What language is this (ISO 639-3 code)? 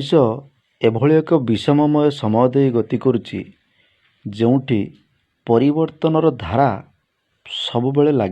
ori